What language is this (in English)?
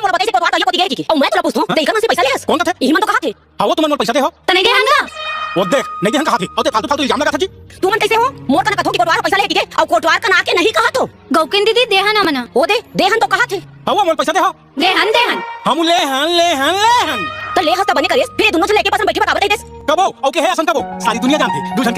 Chhattisgarhi